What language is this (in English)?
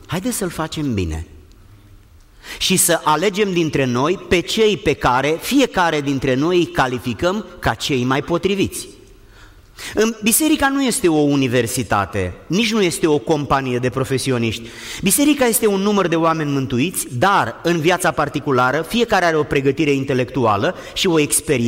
Romanian